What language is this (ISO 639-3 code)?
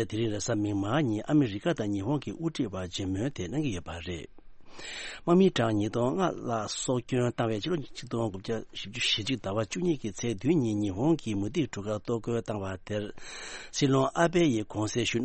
bod